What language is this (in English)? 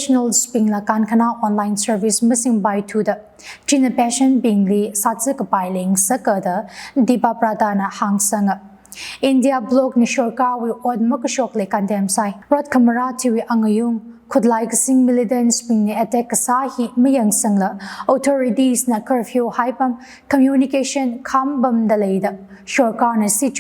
Tangkhul Naga (India)